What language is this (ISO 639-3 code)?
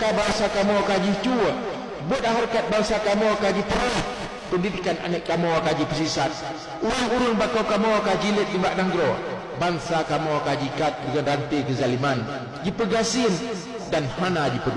ace